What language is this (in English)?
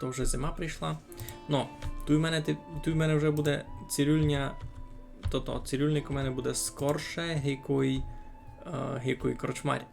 Rusyn